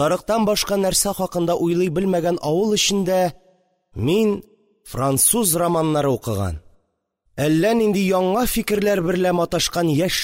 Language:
Tatar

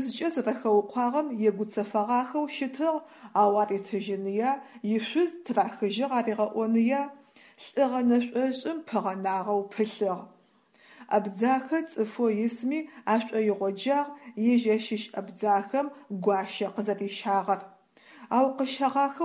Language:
Adyghe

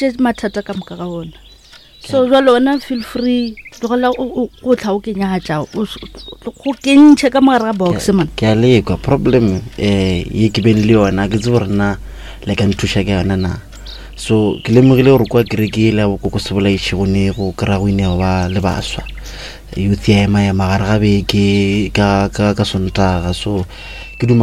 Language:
Northern Sotho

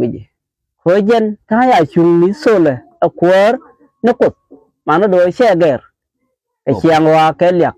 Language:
Nuer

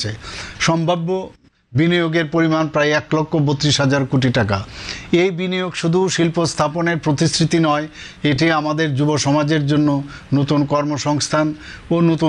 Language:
Bangla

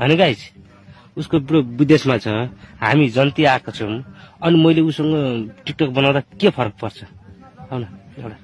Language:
Nepali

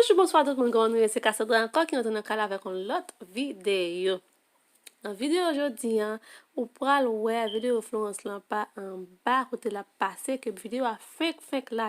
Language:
Haitian Creole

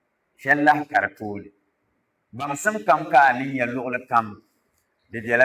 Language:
Dagbani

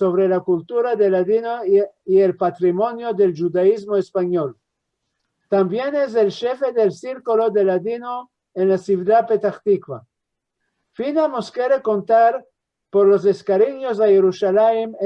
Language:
Ladino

